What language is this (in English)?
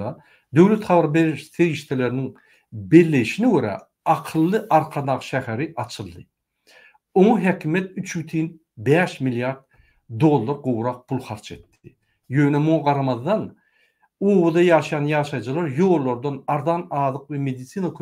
Turkmen